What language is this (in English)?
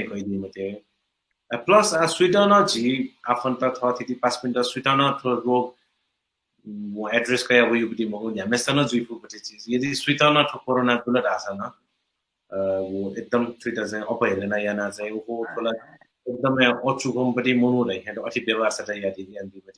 Newari